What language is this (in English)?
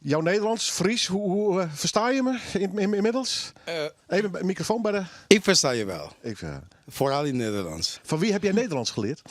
Western Frisian